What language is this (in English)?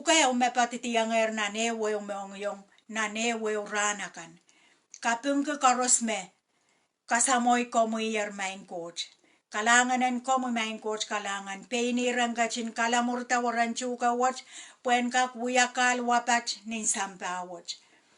Pohnpeian